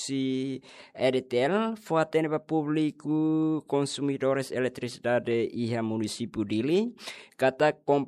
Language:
Tetum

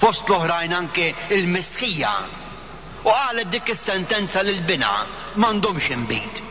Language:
Maltese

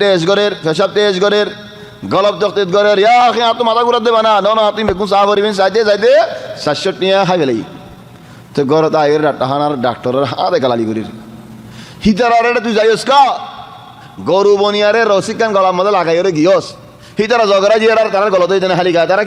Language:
Rohingya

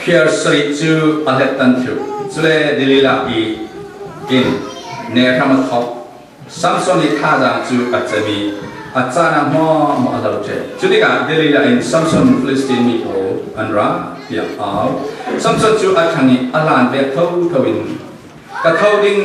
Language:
Falam Chin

